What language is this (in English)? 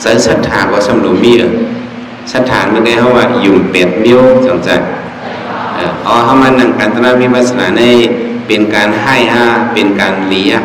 Shan